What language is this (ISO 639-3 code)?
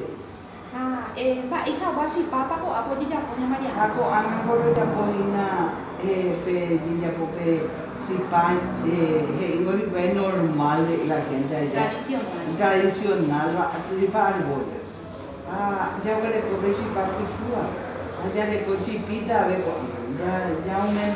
grn